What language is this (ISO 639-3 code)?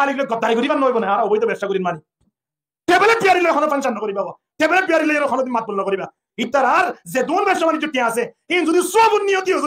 rhg